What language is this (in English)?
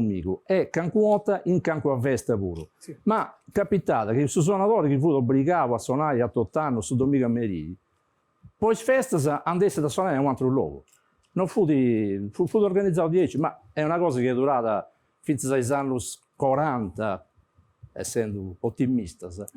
Sardinian